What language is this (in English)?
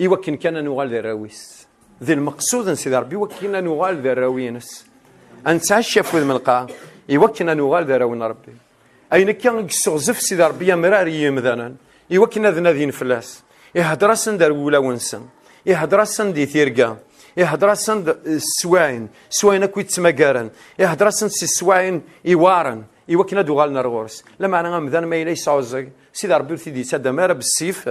Kabyle